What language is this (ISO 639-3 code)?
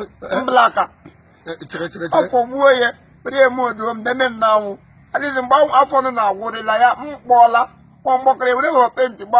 ibo